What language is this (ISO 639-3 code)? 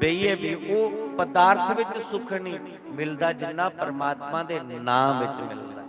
doi